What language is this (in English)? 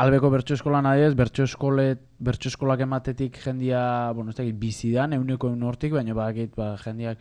Basque